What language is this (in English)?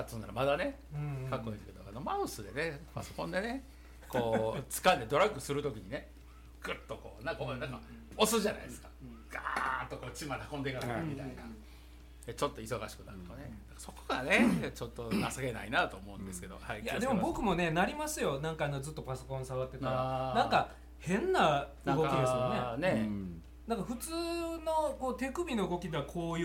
Japanese